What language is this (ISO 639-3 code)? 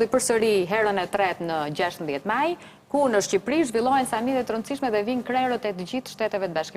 sqi